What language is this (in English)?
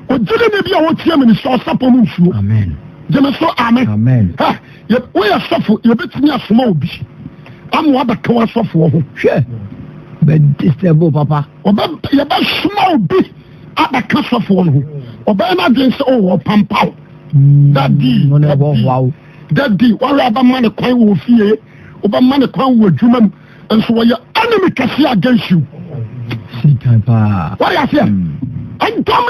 Akan